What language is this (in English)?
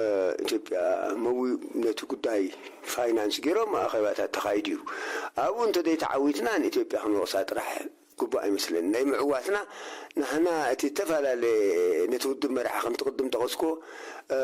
Tigrinya